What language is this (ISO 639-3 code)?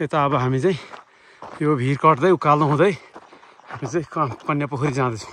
nep